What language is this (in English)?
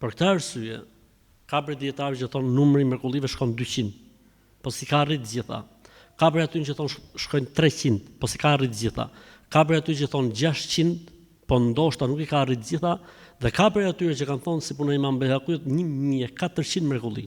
Albanian